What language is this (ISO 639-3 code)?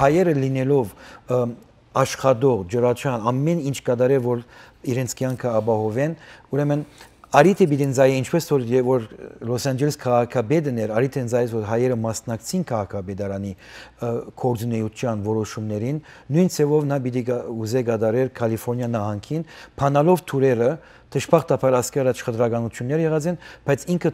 hyw